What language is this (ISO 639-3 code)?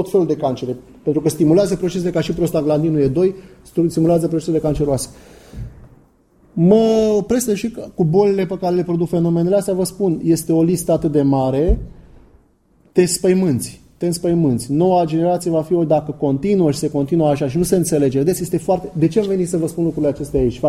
ron